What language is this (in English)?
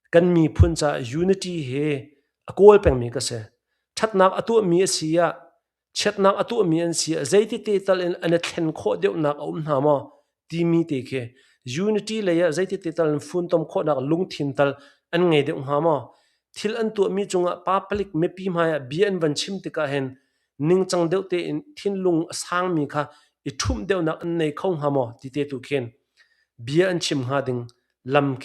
Hakha Chin